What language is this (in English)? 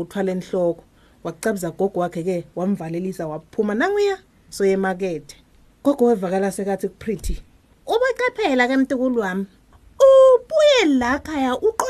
Swati